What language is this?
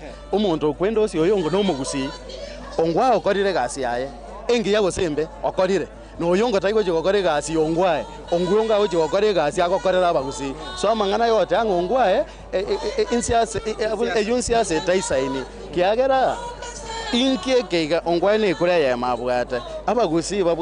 Gusii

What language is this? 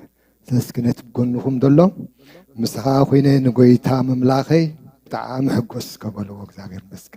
Tigrinya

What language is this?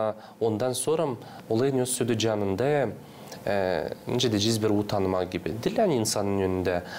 Gagauz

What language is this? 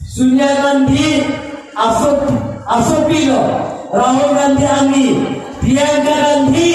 Karbi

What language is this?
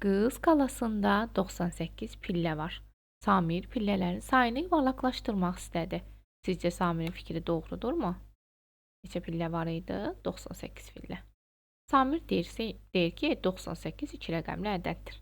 Azerbaijani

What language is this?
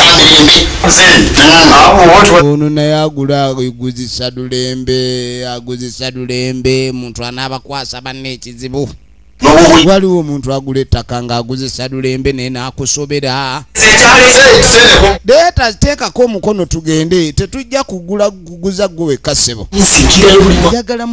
Ganda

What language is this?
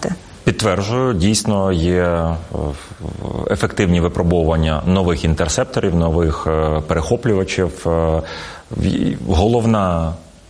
Ukrainian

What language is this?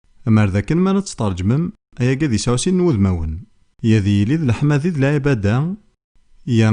Kabyle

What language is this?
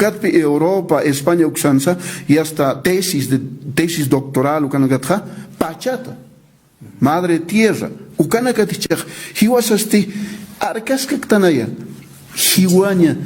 Aymara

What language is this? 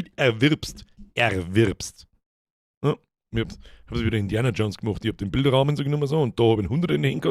Bavarian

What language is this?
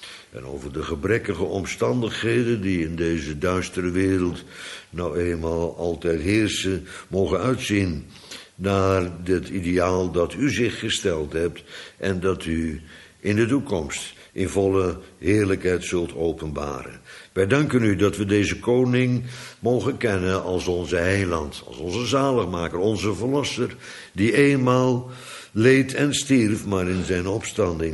Dutch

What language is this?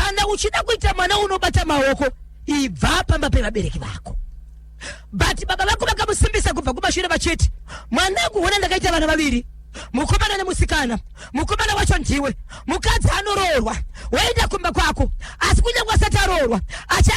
Shona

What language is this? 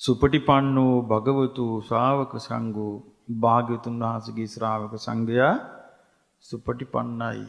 Sinhala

